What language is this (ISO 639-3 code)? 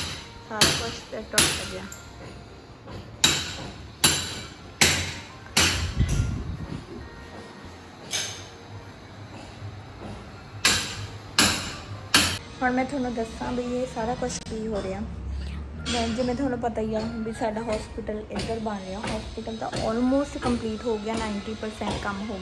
pan